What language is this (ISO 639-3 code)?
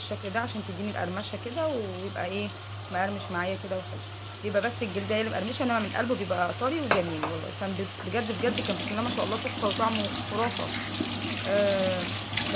arz